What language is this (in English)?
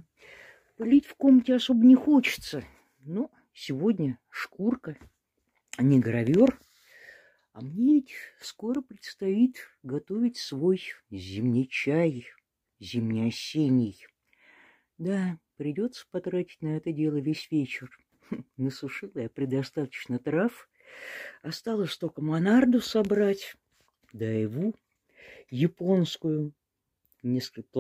Russian